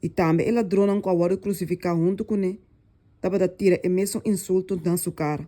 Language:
Papiamento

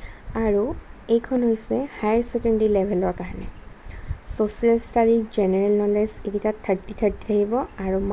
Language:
Assamese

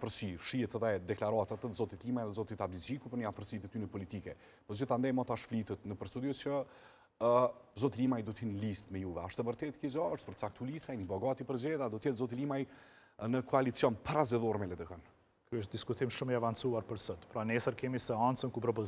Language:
Albanian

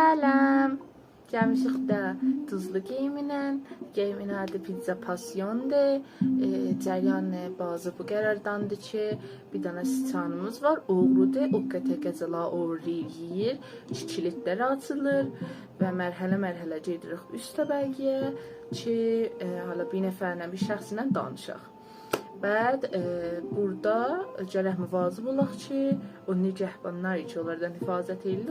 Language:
South Azerbaijani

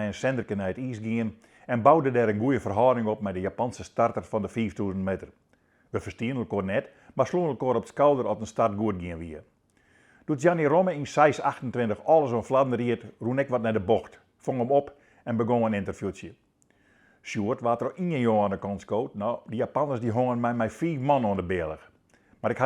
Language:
Western Frisian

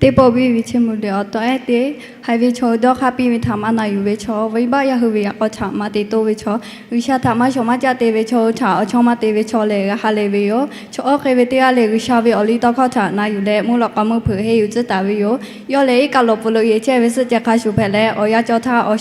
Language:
Lahu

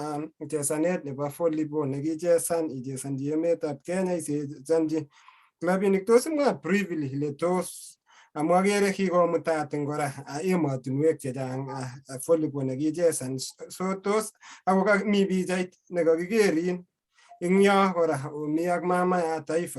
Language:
Kalenjin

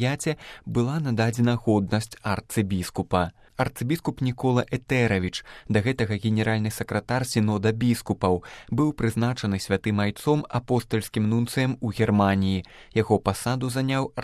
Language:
Belarusian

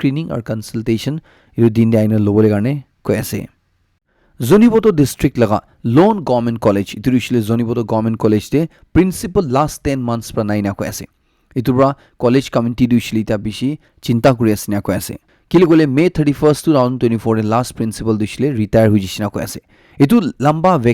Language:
Naga Pidgin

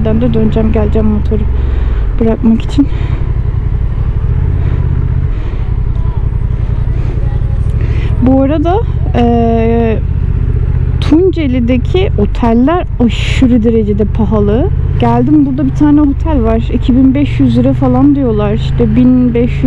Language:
Turkish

